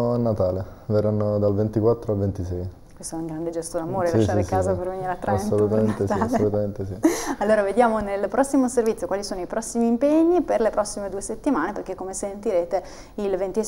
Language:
Italian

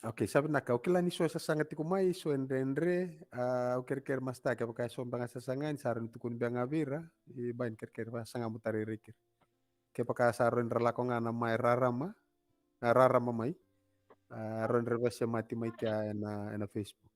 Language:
Fijian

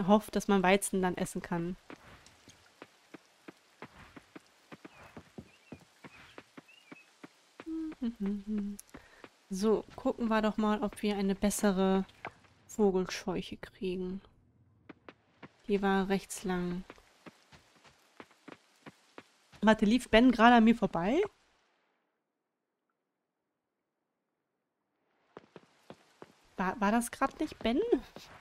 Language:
German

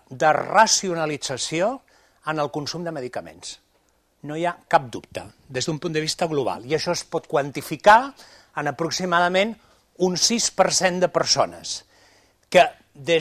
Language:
Catalan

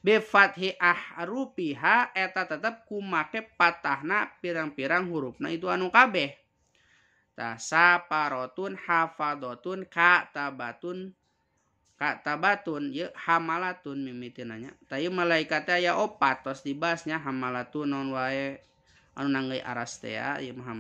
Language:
Sundanese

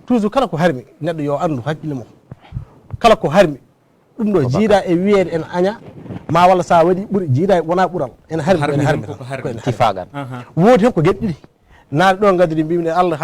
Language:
Fula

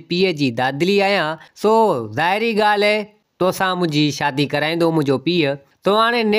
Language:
Sindhi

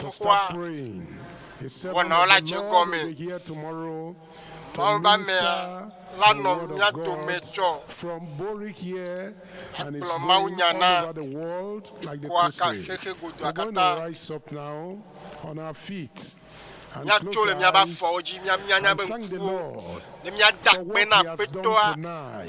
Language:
Ewe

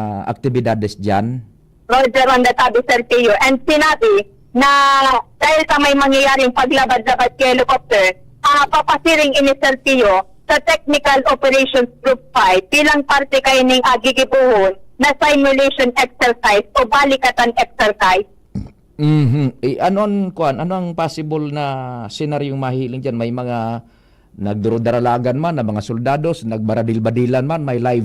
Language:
Bikol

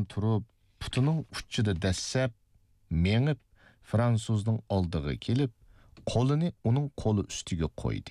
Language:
Uyghur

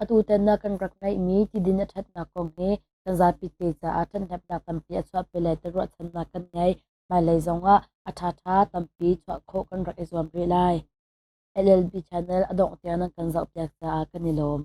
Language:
Hakha Chin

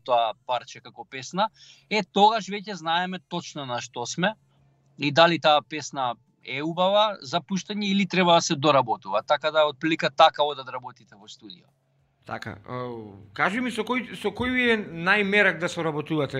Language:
Macedonian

